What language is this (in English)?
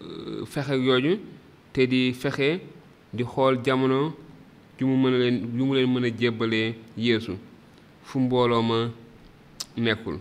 Wolof